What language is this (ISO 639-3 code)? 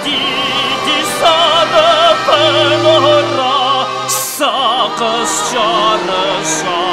kbd